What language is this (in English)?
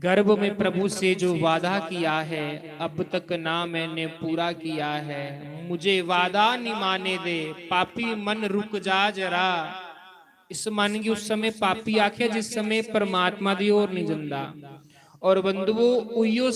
Dogri